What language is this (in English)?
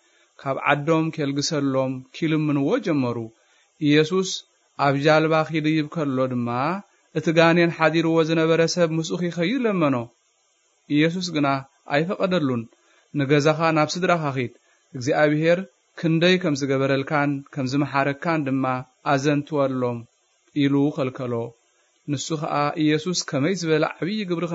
Tigrinya